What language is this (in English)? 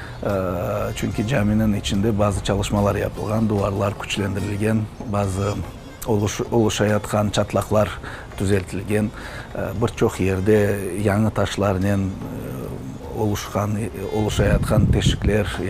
Crimean Tatar